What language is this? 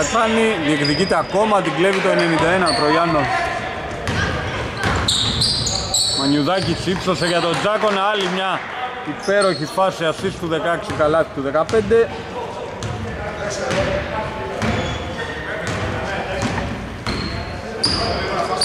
Greek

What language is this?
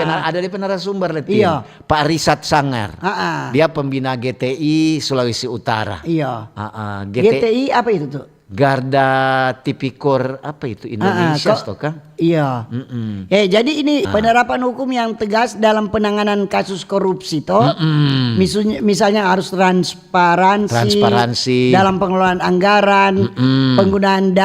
Manado Malay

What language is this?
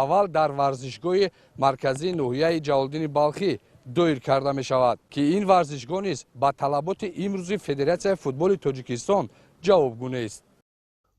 Tajik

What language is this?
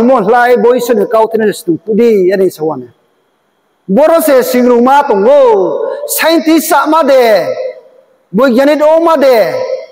Riang (India)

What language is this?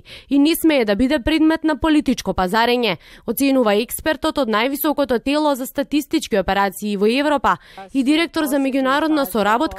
Macedonian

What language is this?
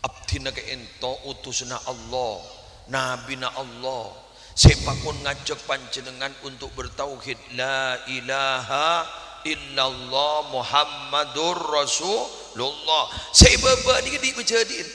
Madurese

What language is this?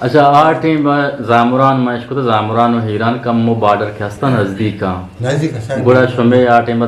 Eastern Balochi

